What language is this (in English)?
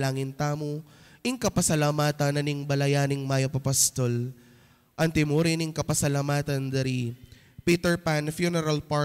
Pampanga